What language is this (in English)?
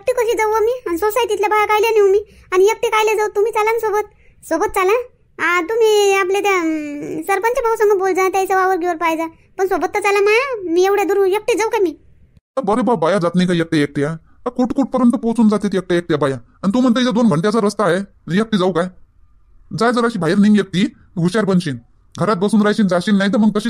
Marathi